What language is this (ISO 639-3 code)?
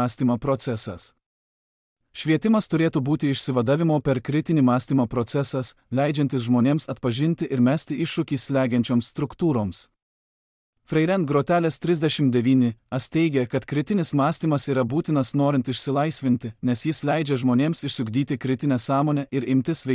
lit